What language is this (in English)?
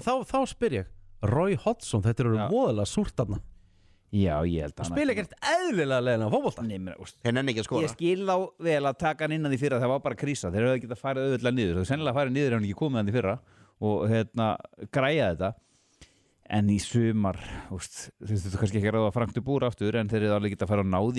Icelandic